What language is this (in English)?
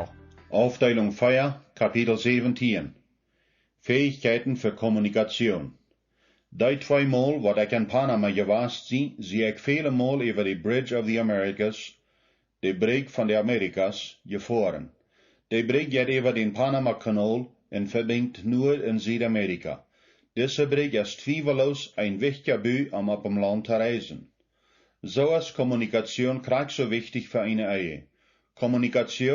Plautdietsch